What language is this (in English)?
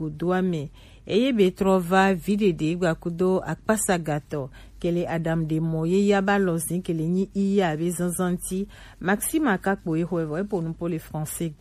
Gen